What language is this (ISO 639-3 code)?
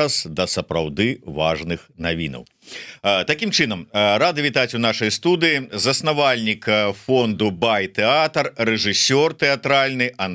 bel